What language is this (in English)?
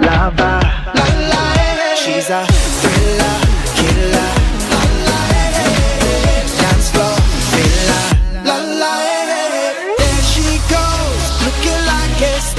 English